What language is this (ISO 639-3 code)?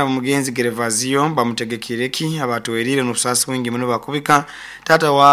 nyo